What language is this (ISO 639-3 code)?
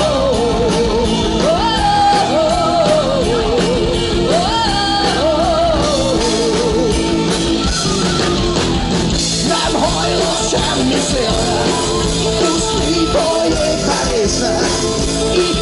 hun